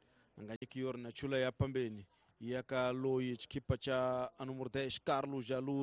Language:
Tsonga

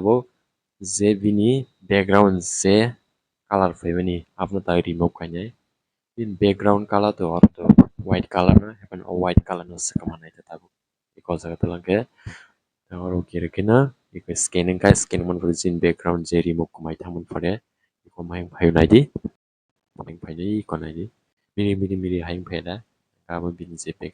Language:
Kok Borok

